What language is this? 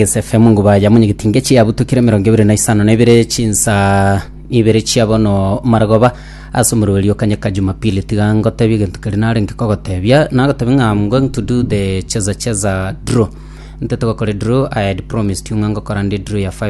Gusii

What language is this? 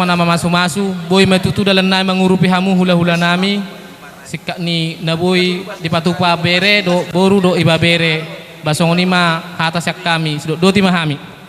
Batak Toba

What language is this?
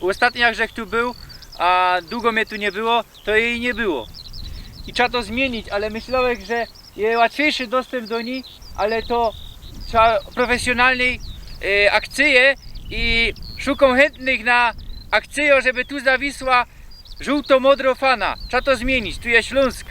Silesian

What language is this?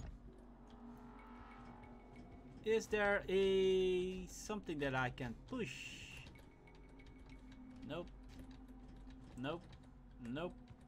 English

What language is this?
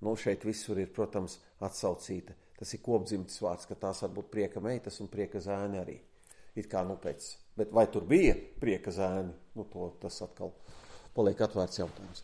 Latvian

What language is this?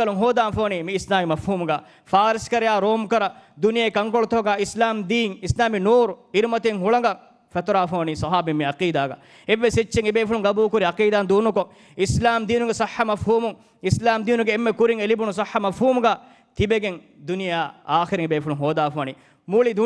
Divehi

